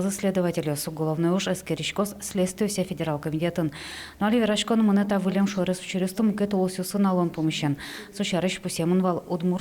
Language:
Udmurt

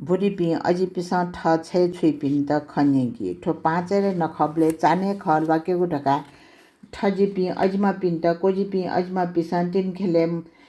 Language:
Newari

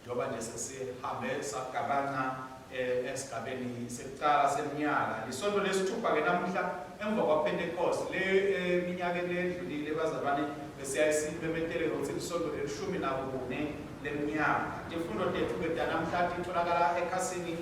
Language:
Swati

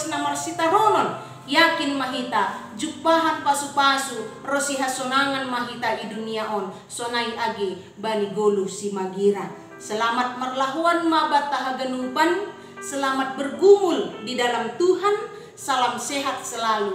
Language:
Batak Simalungun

